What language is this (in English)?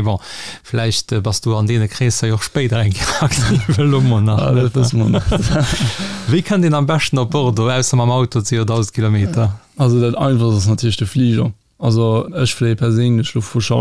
Luxembourgish